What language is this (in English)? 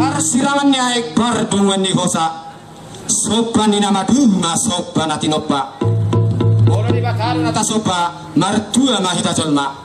Batak Toba